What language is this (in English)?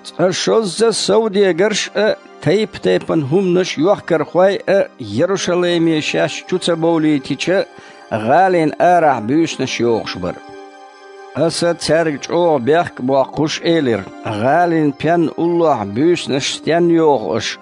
Chechen